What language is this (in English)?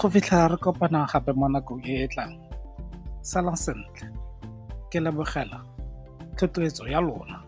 Tswana